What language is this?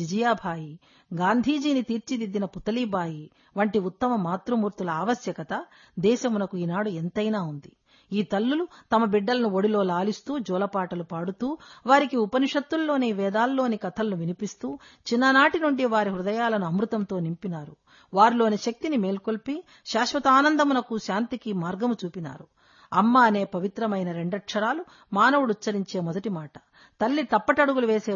Telugu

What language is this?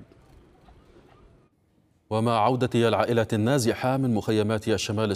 Arabic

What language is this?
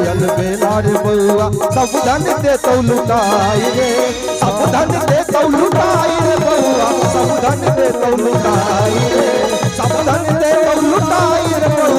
Maithili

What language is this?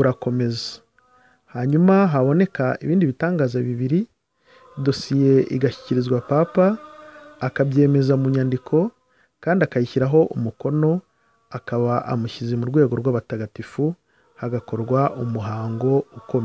Kinyarwanda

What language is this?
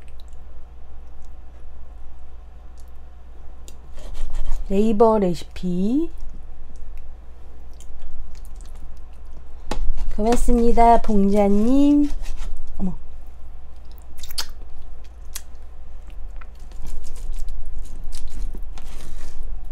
Korean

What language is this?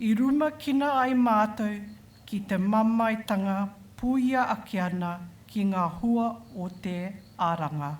Māori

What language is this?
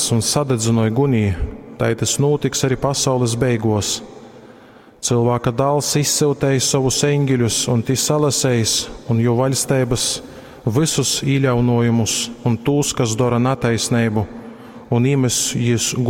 Latgalian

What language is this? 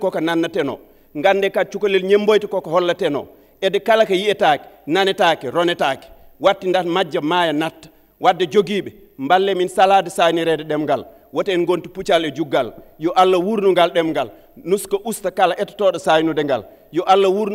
Fula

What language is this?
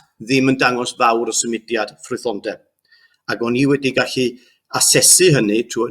Welsh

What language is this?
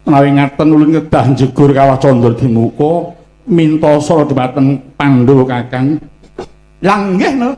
Javanese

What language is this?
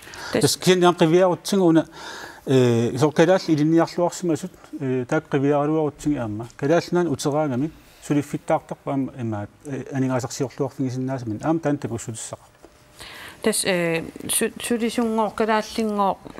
Kalaallisut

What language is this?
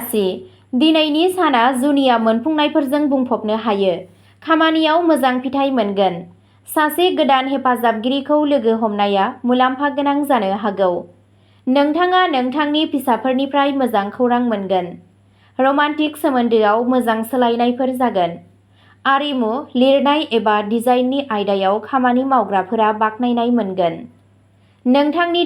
Bodo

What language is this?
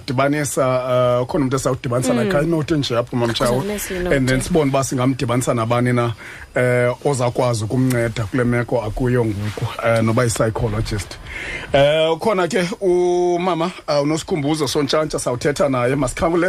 Xhosa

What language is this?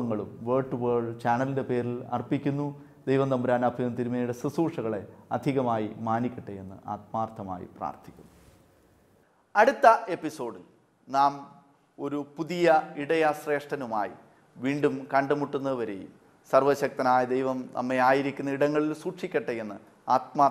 Malayalam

